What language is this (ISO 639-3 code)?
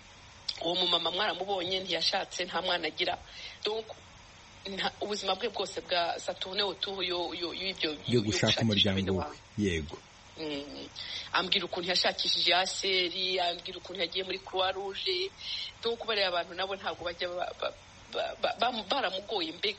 kin